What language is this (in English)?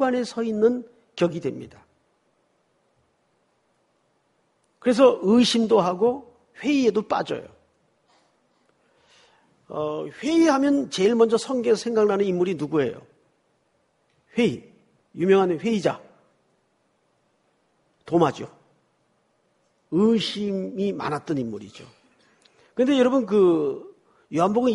Korean